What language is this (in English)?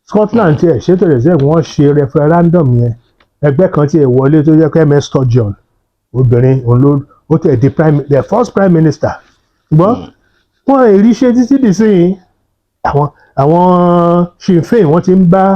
Yoruba